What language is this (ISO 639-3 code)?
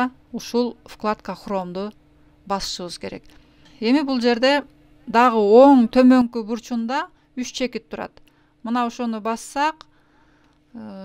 kir